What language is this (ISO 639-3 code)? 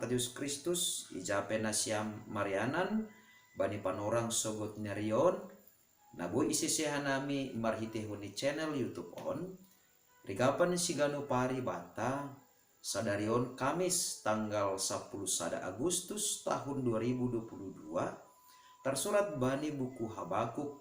bts